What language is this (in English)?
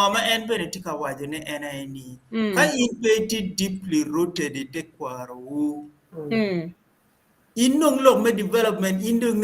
Acoli